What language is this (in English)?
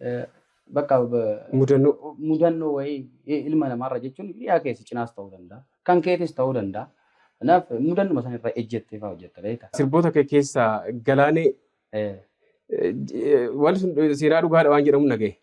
Oromo